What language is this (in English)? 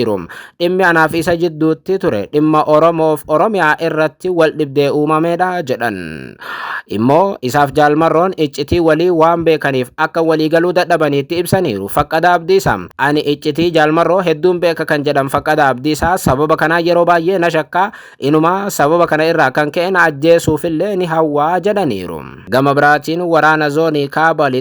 Oromo